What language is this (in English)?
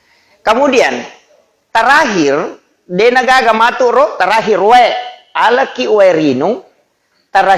Buginese